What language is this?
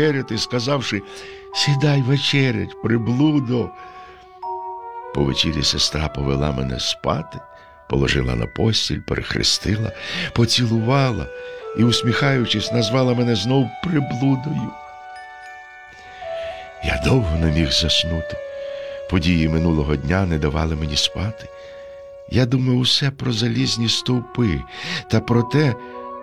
Ukrainian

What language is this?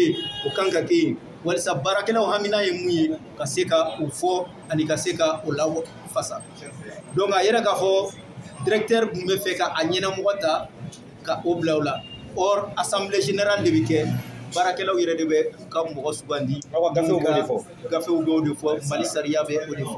Bambara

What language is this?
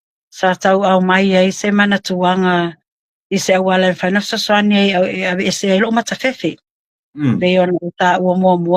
Samoan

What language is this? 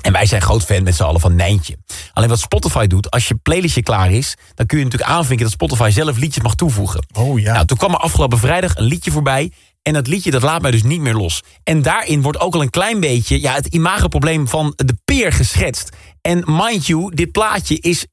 Dutch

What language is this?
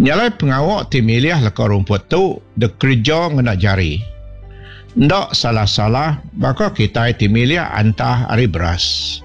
Iban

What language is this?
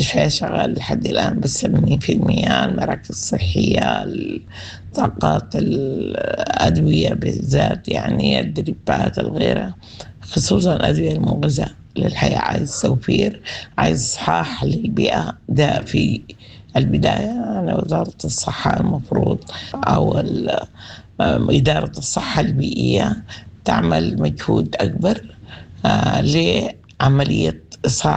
Sudanese Arabic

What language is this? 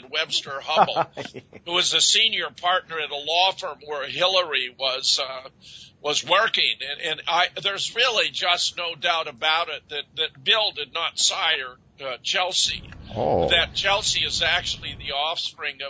English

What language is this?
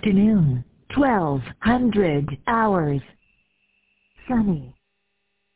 English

